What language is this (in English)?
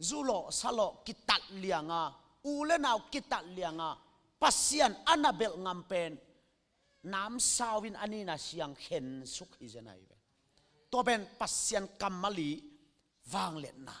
Tedim Chin